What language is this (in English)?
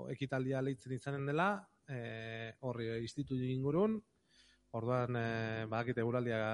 Basque